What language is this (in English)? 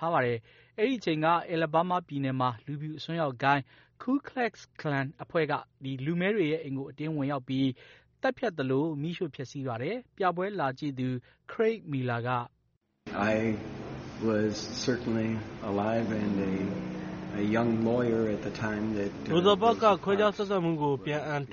Burmese